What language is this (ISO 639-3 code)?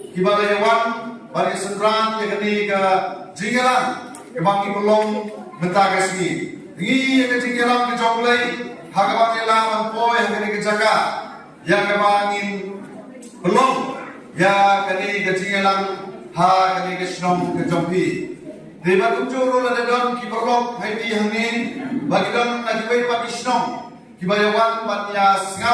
kha